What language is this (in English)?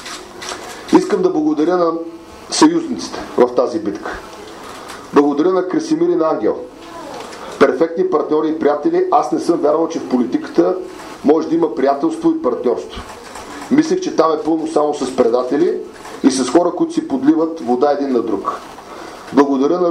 Bulgarian